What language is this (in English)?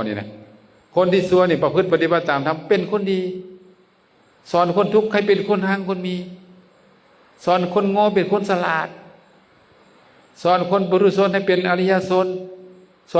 Lao